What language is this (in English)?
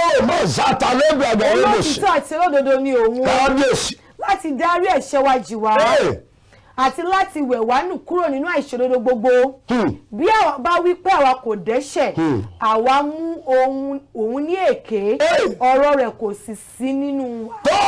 Yoruba